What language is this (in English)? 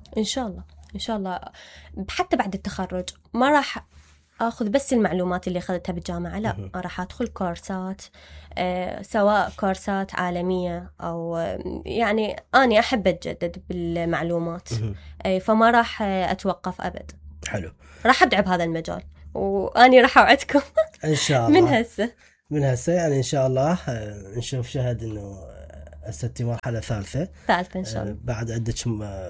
Mesopotamian Arabic